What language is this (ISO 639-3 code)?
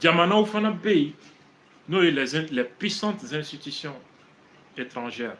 bam